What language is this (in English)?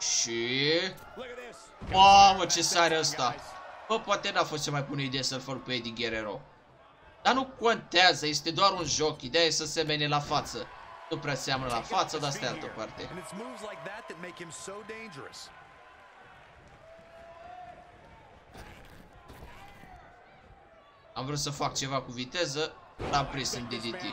Romanian